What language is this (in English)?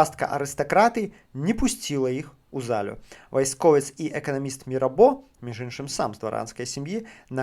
Belarusian